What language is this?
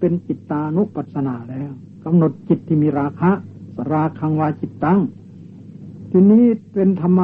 Thai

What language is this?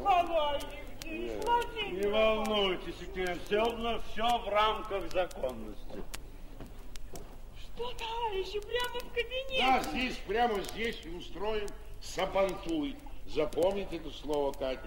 Russian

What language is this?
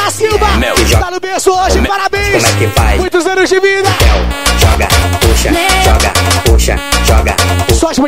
Portuguese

